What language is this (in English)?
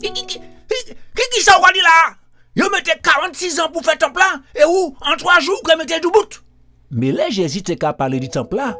Guadeloupean Creole French